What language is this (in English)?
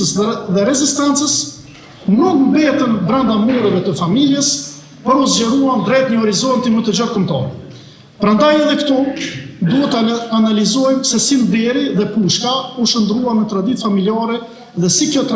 Albanian